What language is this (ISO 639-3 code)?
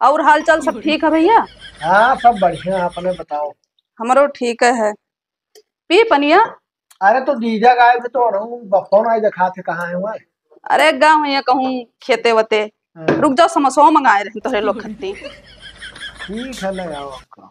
awa